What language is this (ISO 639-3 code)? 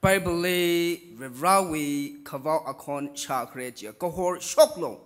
nmf